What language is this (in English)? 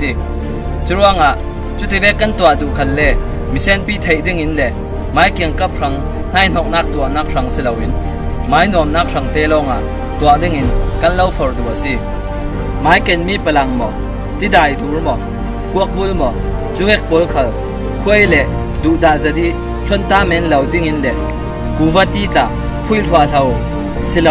Falam Chin